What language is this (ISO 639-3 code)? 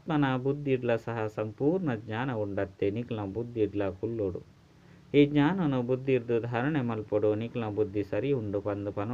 tcy